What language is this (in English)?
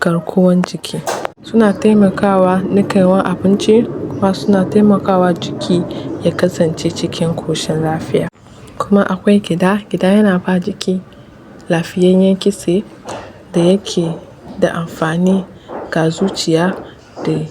Hausa